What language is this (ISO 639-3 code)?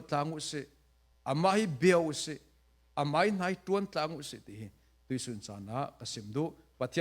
cfm